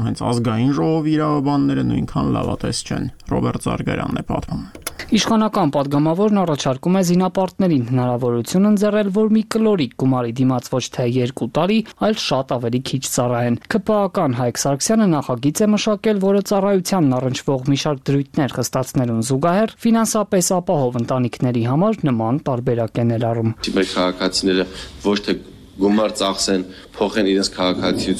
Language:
Armenian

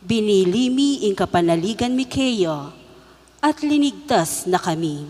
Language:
Pampanga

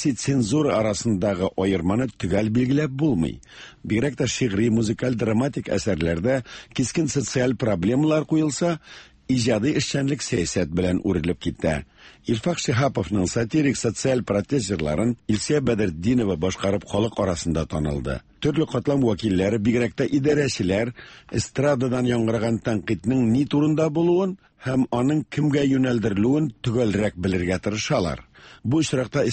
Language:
Tatar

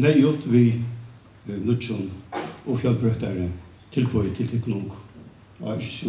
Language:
Faroese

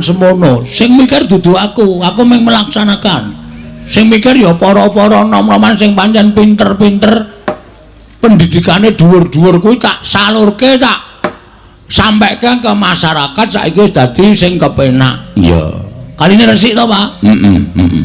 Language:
Javanese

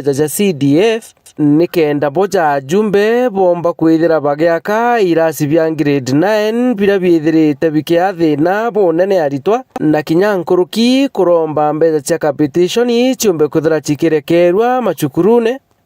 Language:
Meru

